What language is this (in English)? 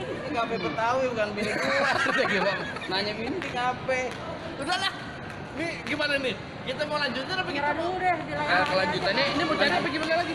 Betawi